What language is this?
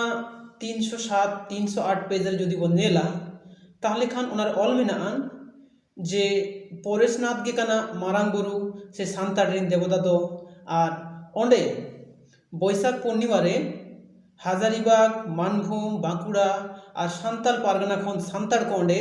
Santali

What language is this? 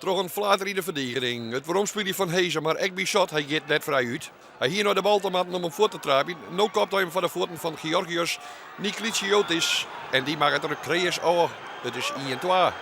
Western Frisian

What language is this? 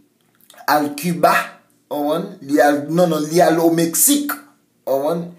Haitian Creole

